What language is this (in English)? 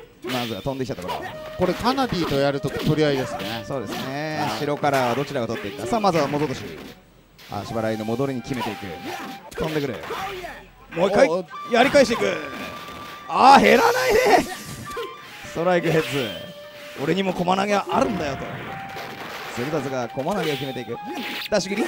Japanese